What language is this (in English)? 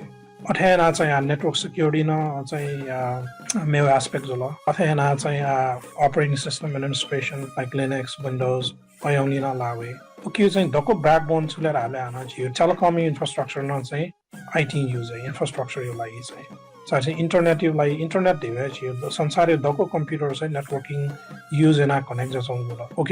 Newari